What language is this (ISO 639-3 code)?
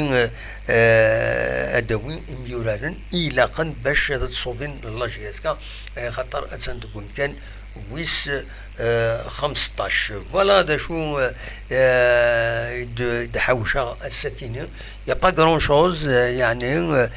kab